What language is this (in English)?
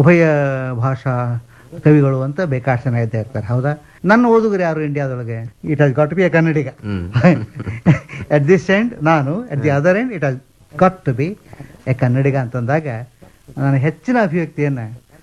Kannada